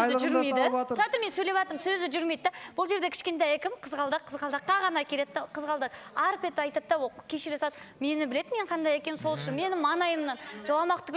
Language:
Kazakh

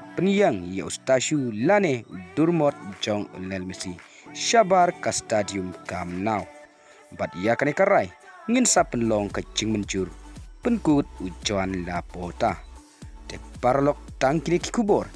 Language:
Khasi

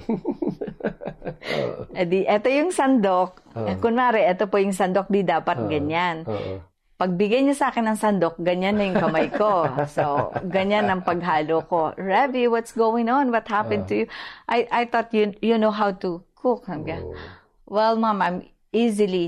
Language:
Filipino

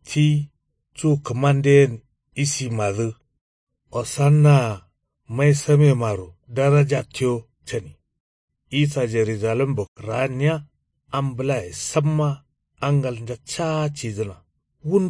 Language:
Kanuri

